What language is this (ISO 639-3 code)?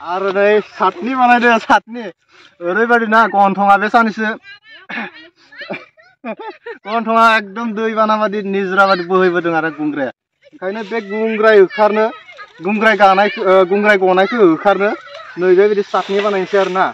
brx